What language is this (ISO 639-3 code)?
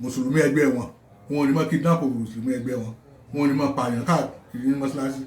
yor